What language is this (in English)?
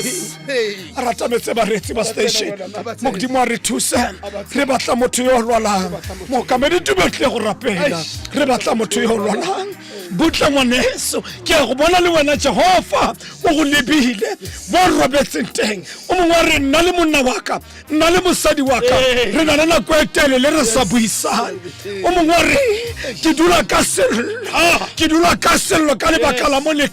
Tswana